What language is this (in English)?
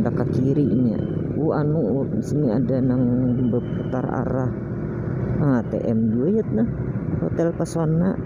Banjar